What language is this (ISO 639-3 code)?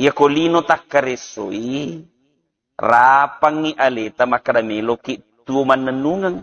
bug